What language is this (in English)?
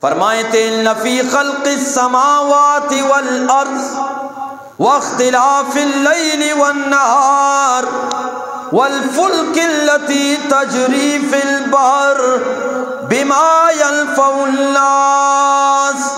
Eastern Balochi